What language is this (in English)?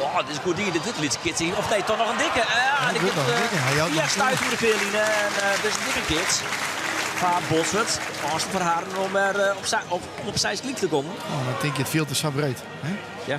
Western Frisian